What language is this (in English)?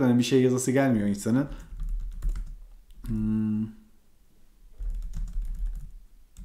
Turkish